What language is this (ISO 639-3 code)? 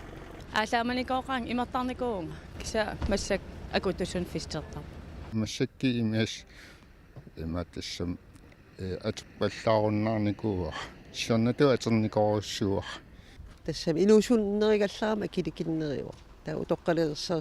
kal